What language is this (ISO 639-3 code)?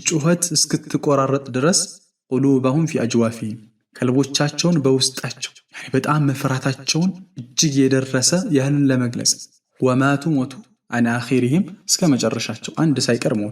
amh